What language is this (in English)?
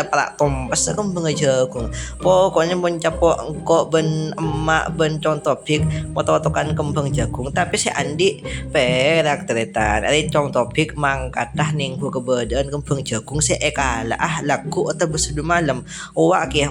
Madurese